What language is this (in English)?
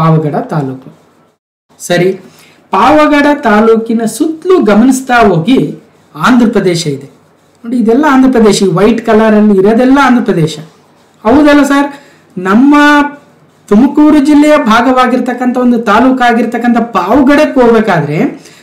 Kannada